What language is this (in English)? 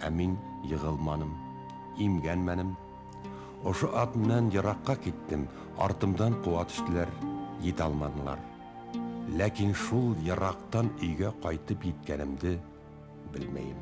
Bashkir